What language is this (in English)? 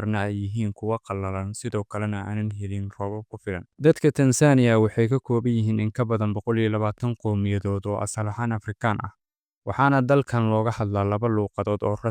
Somali